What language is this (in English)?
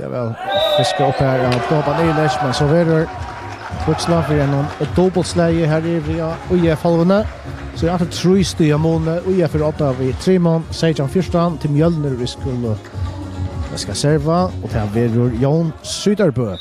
Faroese